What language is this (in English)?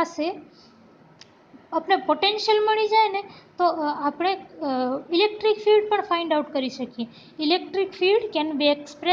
Gujarati